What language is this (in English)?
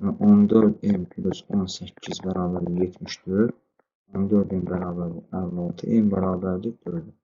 Azerbaijani